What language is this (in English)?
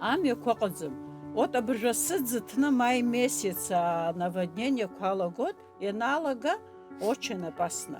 Abkhazian